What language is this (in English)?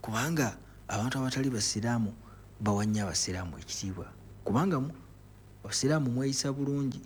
Ganda